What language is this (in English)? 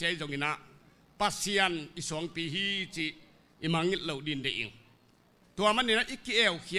Tedim Chin